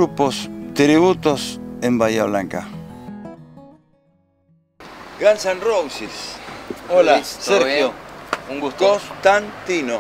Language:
Spanish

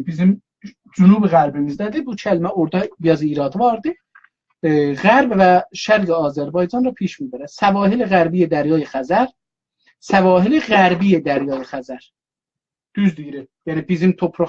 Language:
South Azerbaijani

